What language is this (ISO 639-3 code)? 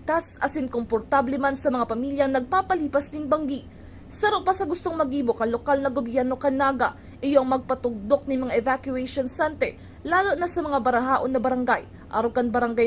bik